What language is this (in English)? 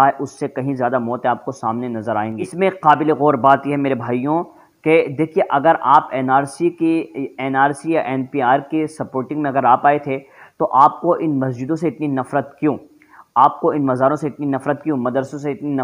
Urdu